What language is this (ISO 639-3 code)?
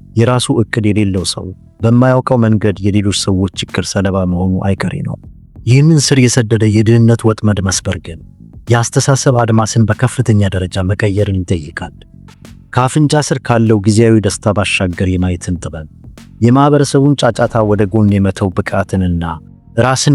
amh